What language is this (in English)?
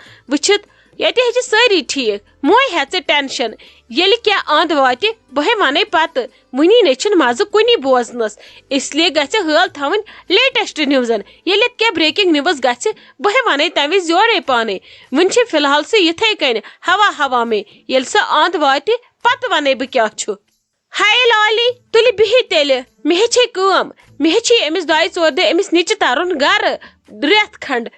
Kashmiri